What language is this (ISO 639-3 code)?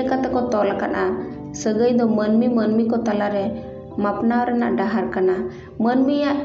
sat